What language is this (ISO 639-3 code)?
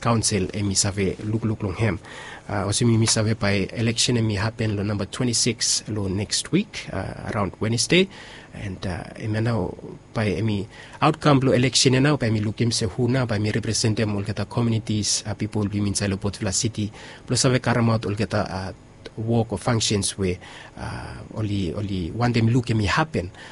bis